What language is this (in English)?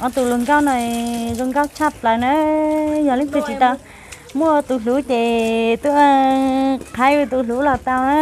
Hmong